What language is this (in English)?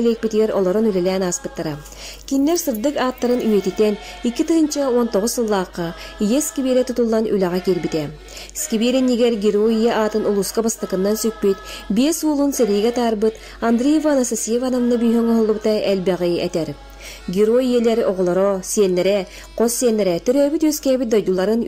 Yakut